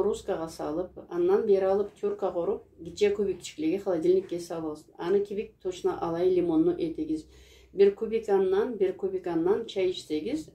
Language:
Karachay-Balkar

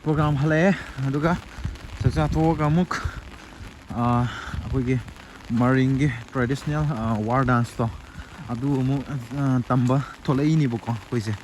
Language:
Manipuri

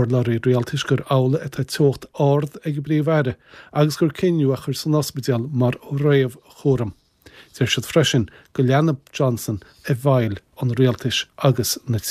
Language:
Irish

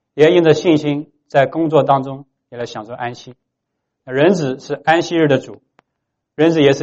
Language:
Chinese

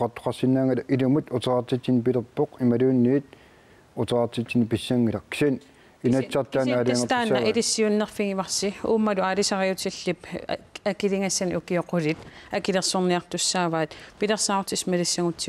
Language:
Kalaallisut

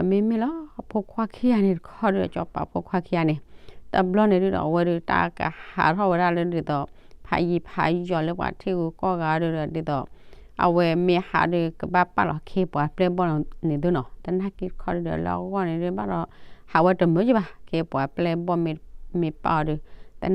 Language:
S'gaw Karen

